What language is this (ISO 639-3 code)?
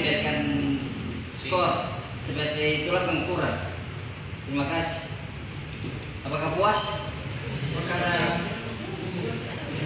ind